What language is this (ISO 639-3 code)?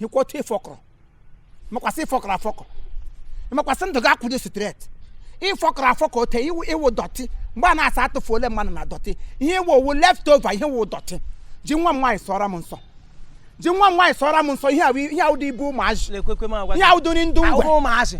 ibo